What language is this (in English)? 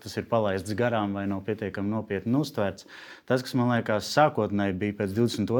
Latvian